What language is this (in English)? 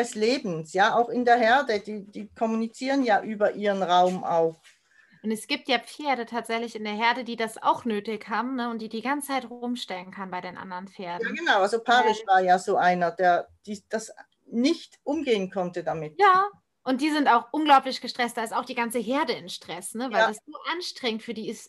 German